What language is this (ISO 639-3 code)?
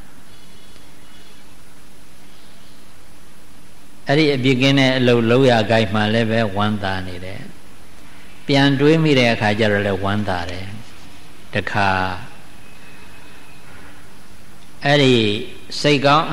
mya